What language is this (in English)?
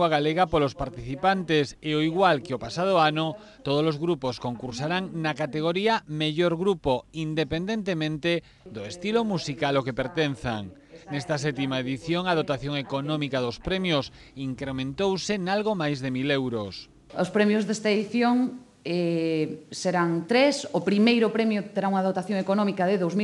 Galician